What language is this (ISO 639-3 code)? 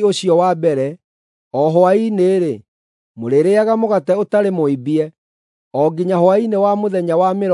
kik